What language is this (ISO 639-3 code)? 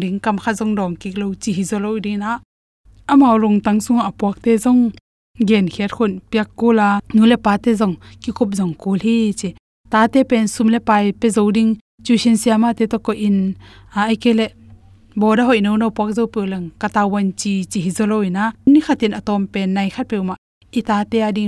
ctd